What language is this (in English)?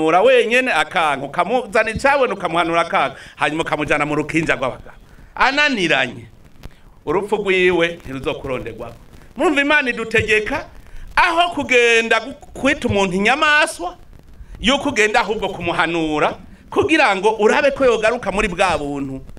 Rundi